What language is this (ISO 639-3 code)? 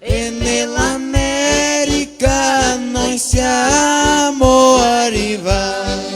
vec